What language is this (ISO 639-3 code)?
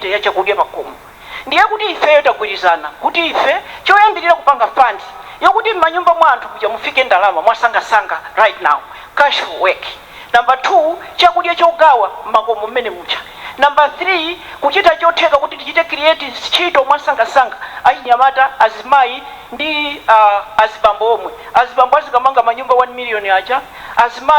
nya